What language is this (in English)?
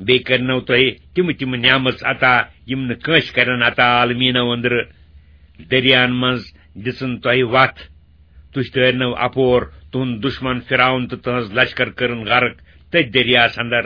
Kashmiri